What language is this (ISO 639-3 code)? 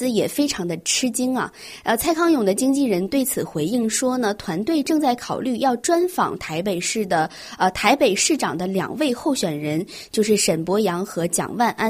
zho